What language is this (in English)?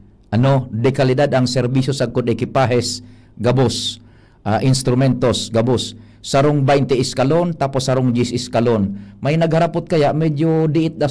Bikol